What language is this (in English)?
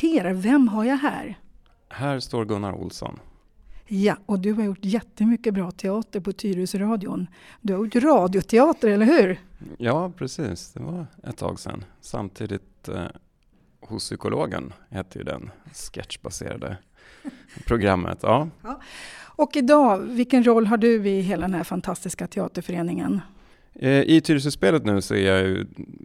Swedish